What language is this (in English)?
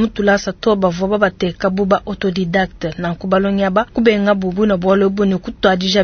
Luba-Lulua